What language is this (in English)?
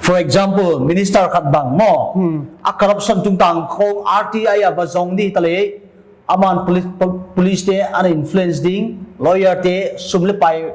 Paite Chin